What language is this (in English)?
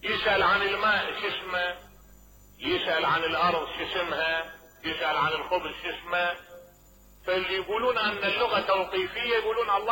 Mesopotamian Arabic